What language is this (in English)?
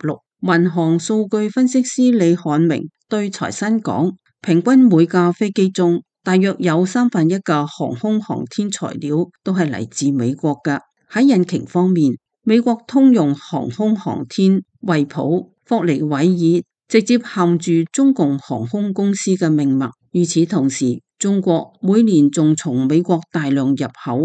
Cantonese